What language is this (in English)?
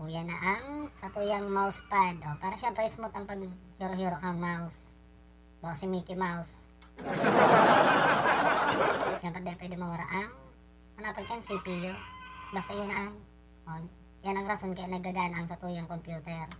Bikol